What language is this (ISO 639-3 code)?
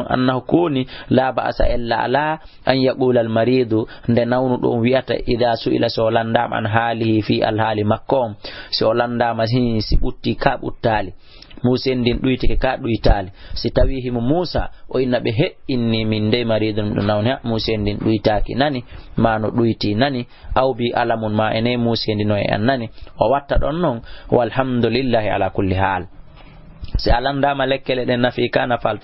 ful